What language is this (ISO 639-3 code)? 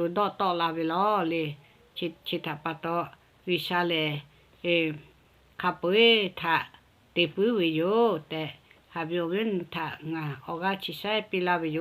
lhu